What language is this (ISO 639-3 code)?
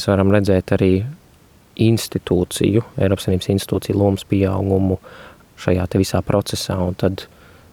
lav